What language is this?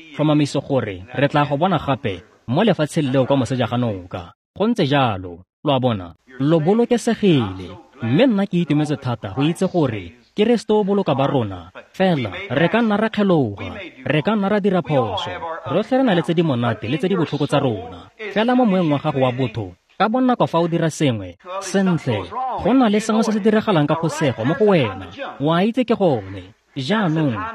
Tswana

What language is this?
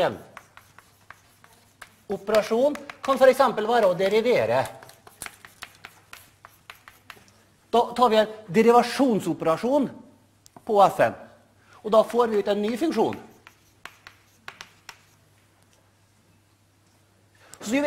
Norwegian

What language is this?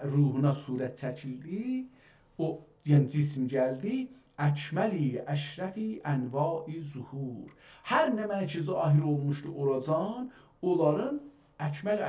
South Azerbaijani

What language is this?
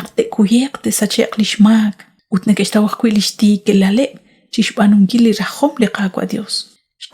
Kekchí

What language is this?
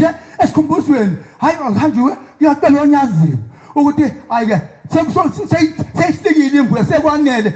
Zulu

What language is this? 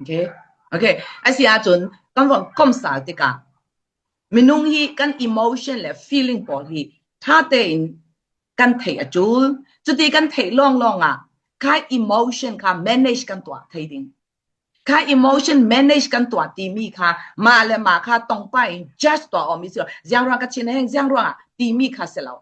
Falam Chin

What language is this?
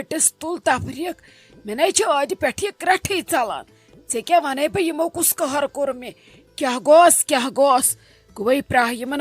Kashmiri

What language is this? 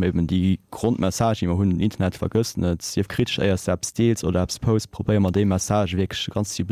Luxembourgish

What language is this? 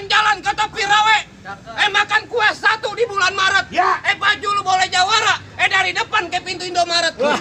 Betawi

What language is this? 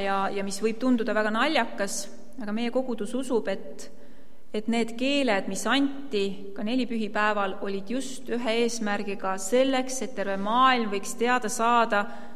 Estonian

